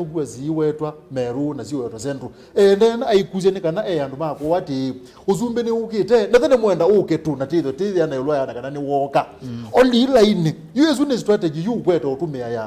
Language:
Kamba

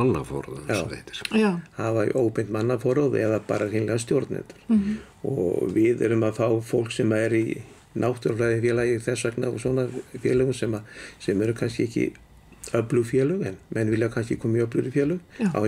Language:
Icelandic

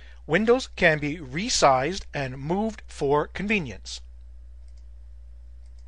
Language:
English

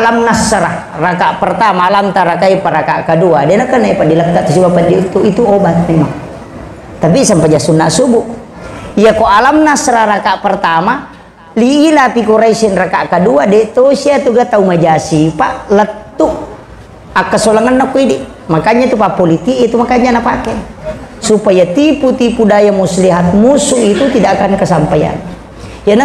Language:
Buginese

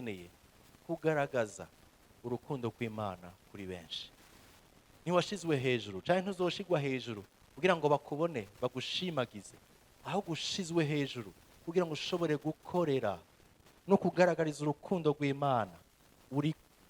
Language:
Rundi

